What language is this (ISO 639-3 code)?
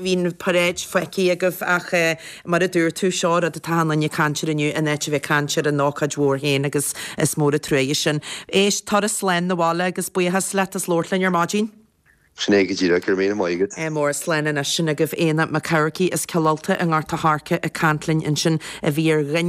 gle